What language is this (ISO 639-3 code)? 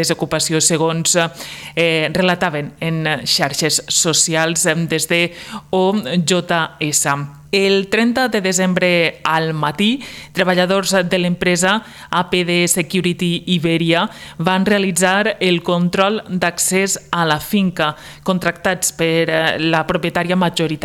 cat